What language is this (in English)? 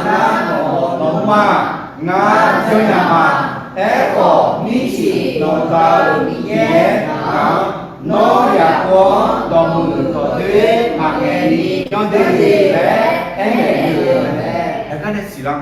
Akha